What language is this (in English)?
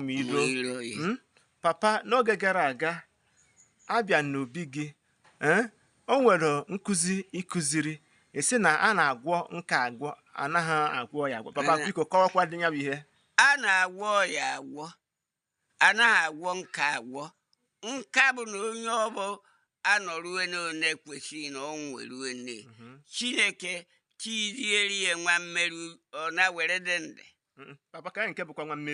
Igbo